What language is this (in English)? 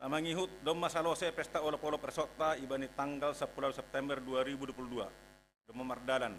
Batak Simalungun